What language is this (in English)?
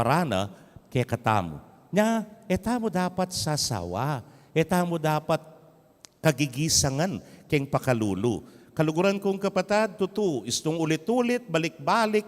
Pampanga